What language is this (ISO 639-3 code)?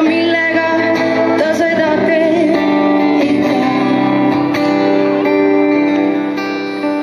est